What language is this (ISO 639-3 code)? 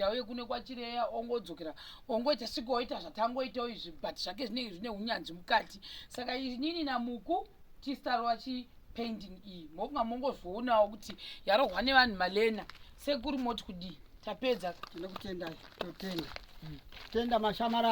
sna